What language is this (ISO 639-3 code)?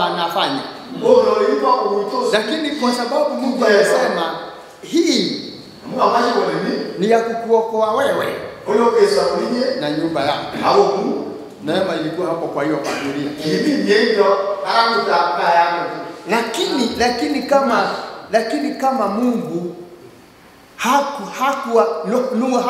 swa